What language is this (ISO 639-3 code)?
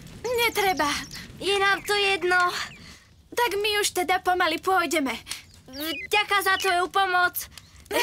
slk